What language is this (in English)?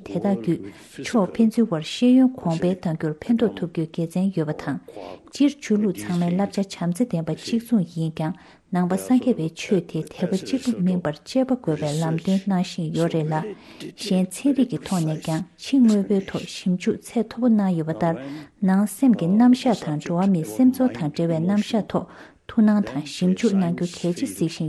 Tibetan